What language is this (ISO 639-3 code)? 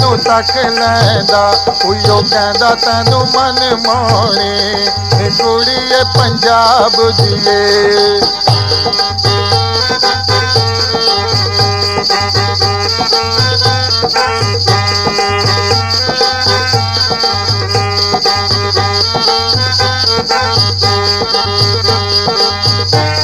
pan